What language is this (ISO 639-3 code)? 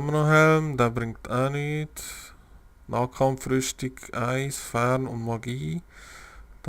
gsw